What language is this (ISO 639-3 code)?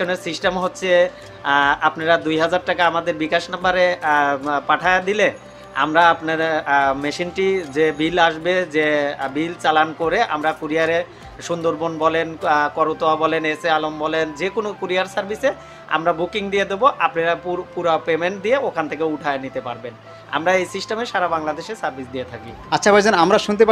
ben